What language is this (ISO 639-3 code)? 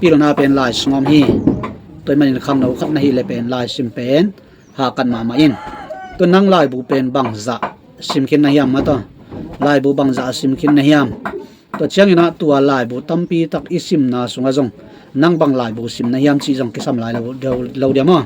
ctd